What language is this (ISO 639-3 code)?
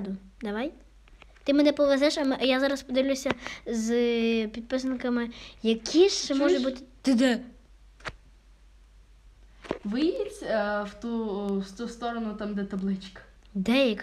ukr